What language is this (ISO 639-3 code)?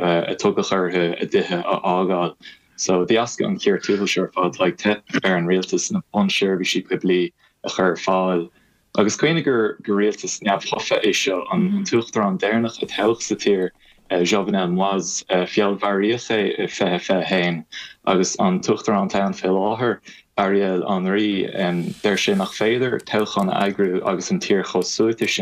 gle